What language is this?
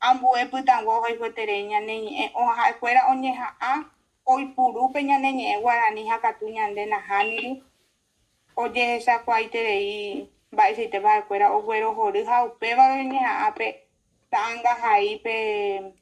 Guarani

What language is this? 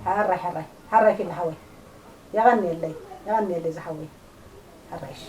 Tigrinya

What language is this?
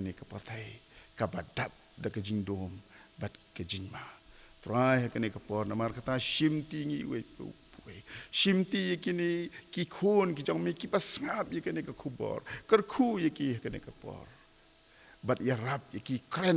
Khasi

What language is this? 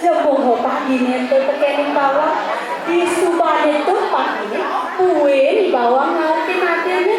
Balinese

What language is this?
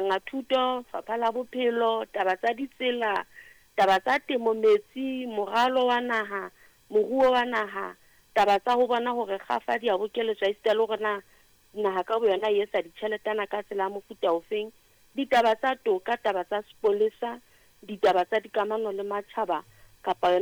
Southern Sotho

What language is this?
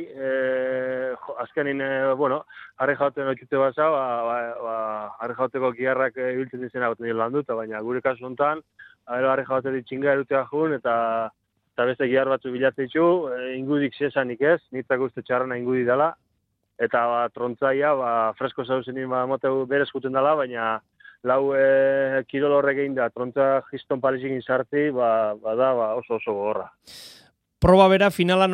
Basque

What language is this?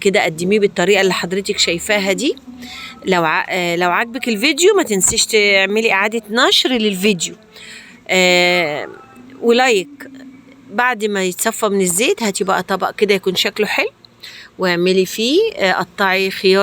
Egyptian Arabic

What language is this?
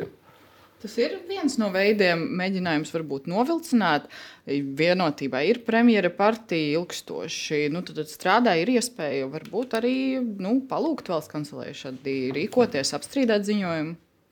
Latvian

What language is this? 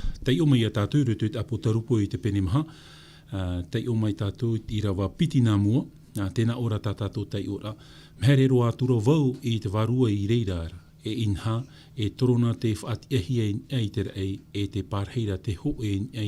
Tahitian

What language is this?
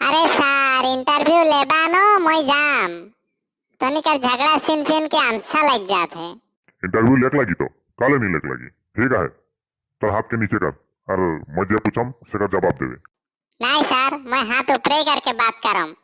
Sadri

